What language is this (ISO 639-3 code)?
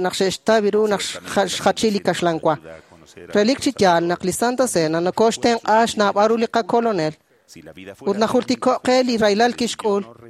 kek